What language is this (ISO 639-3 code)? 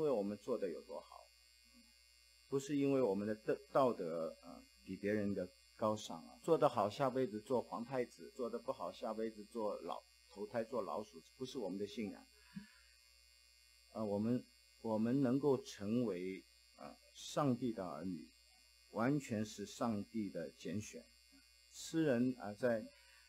zho